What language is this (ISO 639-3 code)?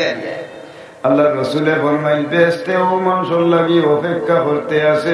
syl